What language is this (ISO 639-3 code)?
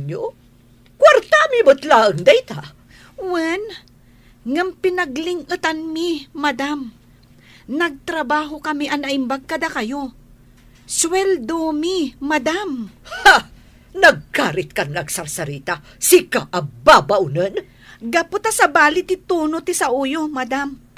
ilo